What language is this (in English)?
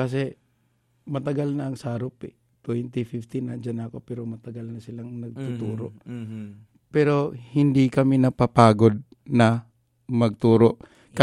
Filipino